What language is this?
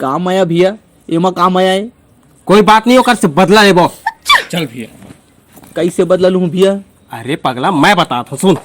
Chhattisgarhi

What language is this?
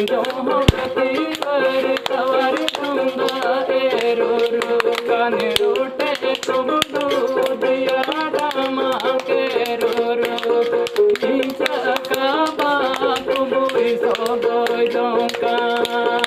Santali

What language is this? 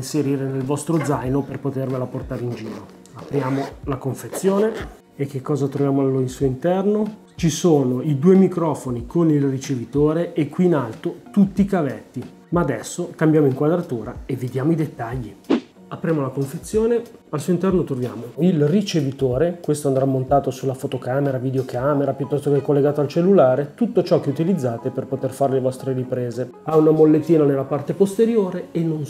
Italian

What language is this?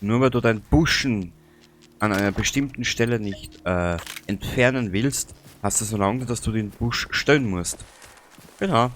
Bavarian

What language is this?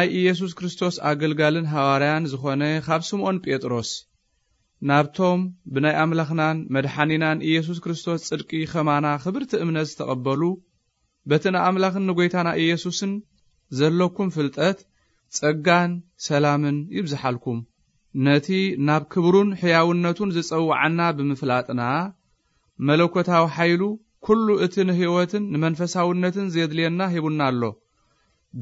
Tigrinya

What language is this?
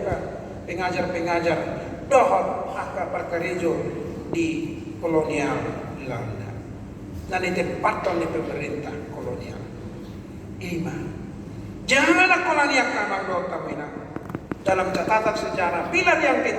Batak Toba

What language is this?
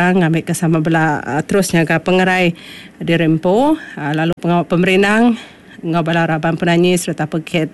Iban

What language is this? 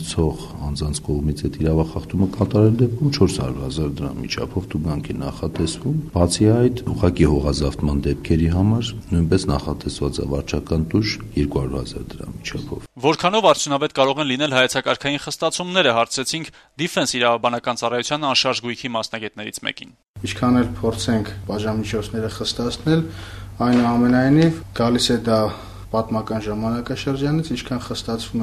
Armenian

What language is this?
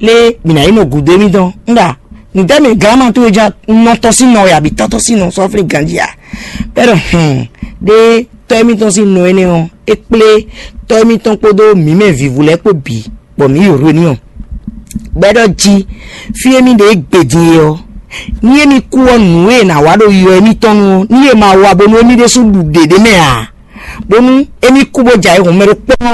Fon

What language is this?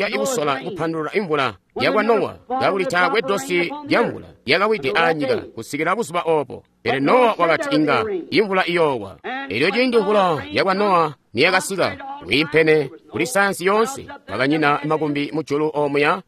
Tonga (Zambia)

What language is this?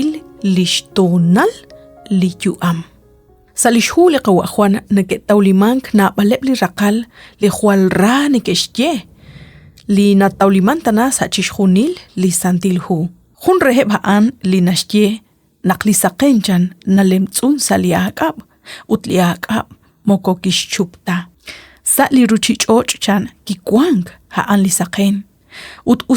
Kekchí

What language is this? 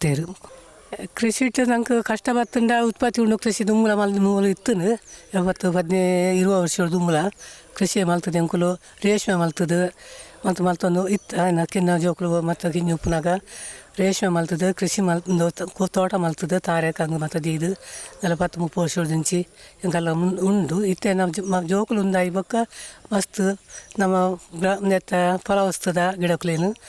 Tulu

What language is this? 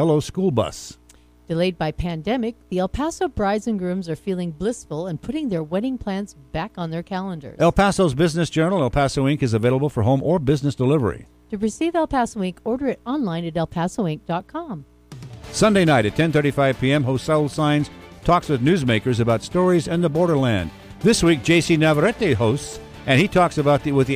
English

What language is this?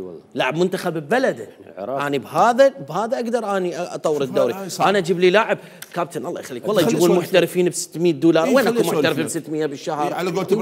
Mesopotamian Arabic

